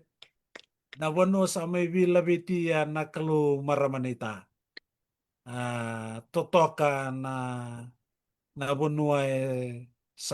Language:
Fijian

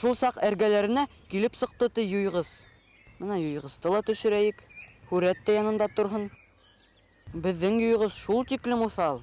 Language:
Bashkir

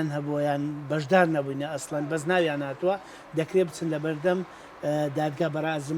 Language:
Central Kurdish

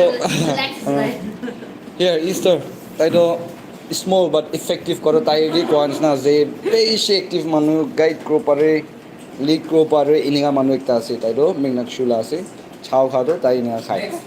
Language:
Naga Pidgin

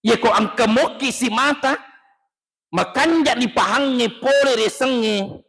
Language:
Buginese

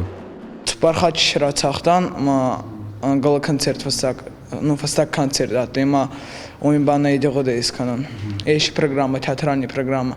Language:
Ossetic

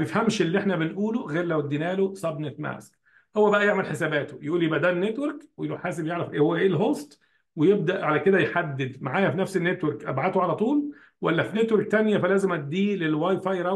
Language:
Egyptian Arabic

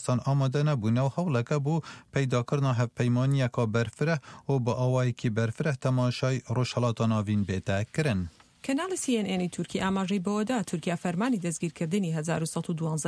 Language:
Central Kurdish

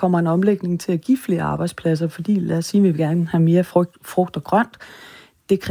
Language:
Danish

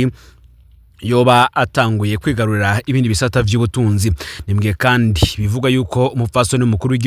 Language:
Rundi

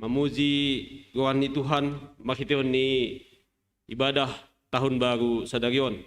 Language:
Batak Simalungun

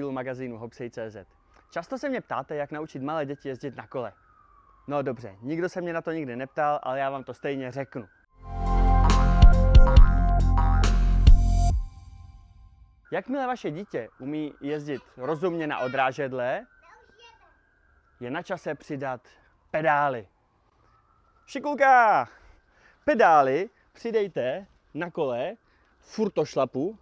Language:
Czech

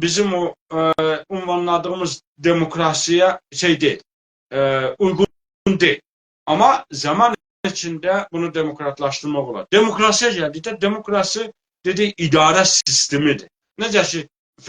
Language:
South Azerbaijani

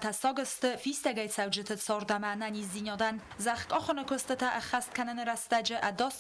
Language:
Ossetic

